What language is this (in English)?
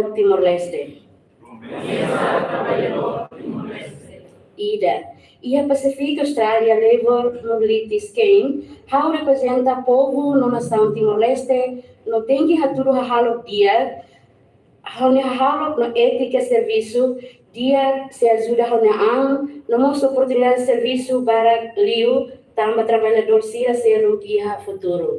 Tetum